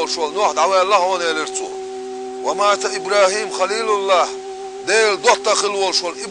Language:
Chechen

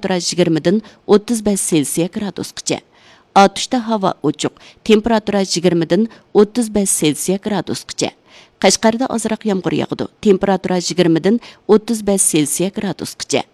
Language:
Uyghur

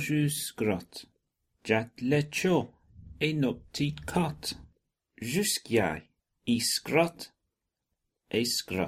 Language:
Serbian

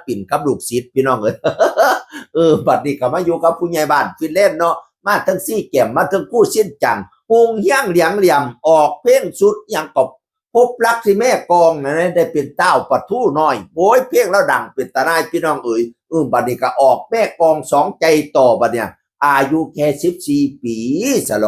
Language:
Northeastern Thai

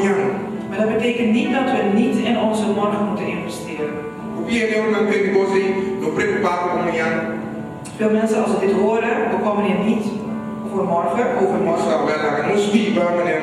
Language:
Papiamento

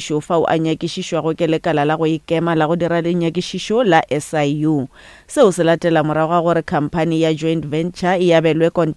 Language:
Northern Sotho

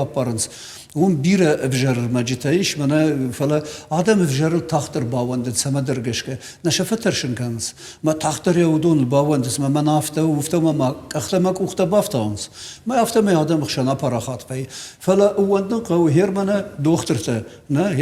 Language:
Ossetic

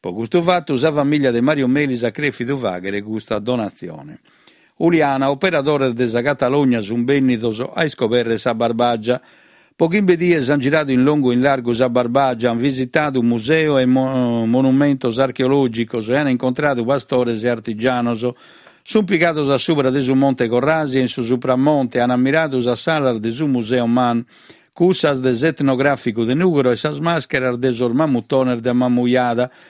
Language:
Sardinian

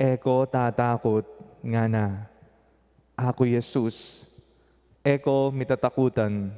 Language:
Pampanga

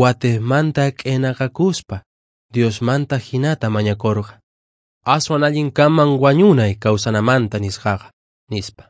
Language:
Quechua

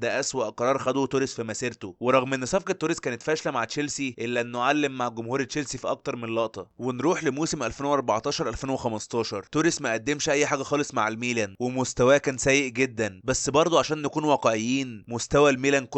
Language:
Egyptian Arabic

